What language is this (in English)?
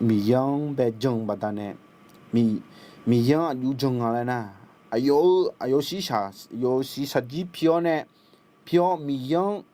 Akha